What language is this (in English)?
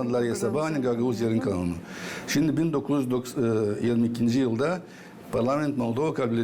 Gagauz